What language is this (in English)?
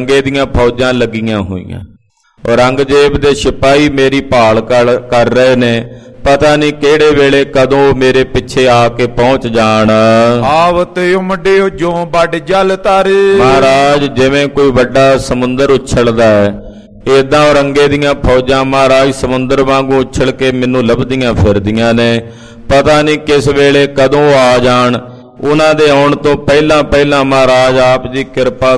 Punjabi